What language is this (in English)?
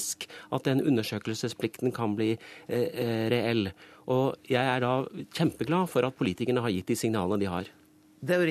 Norwegian